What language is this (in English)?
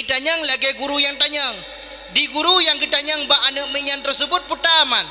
Achinese